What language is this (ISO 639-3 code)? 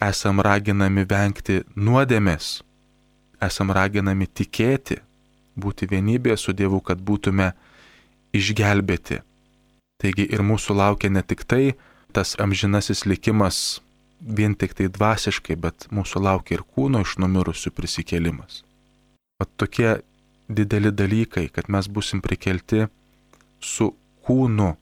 lit